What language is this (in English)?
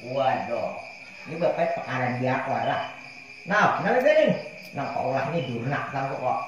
Banjar